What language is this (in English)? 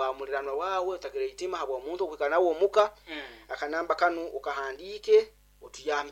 Nyoro